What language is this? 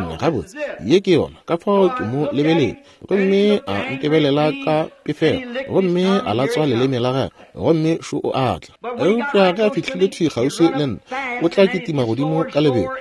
Northern Sotho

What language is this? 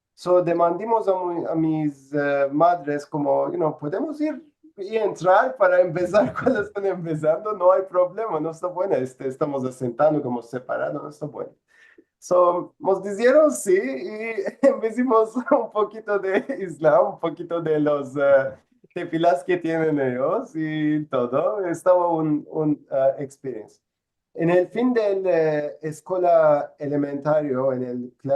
Ladino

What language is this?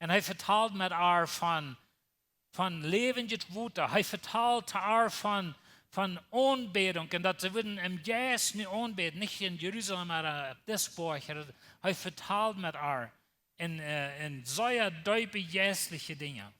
Plautdietsch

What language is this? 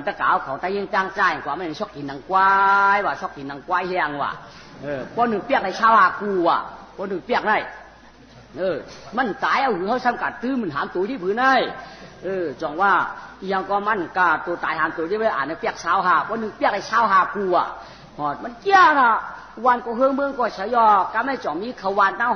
Shan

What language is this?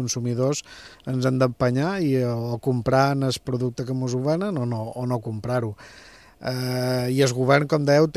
Catalan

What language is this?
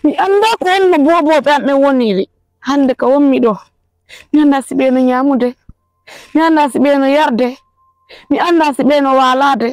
Fula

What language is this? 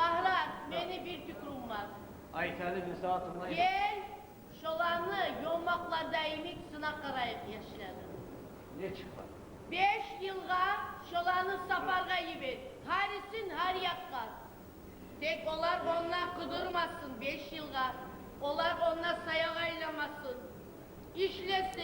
Kumyk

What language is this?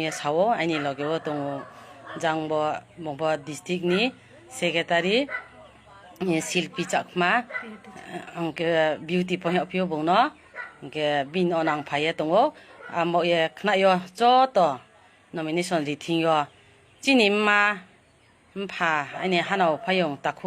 Kok Borok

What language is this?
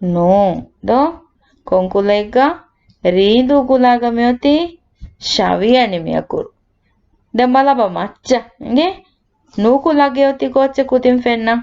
Divehi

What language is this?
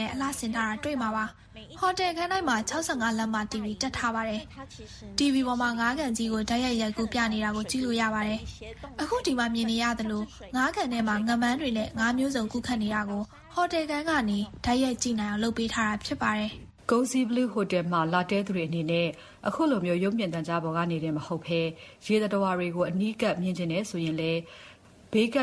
Burmese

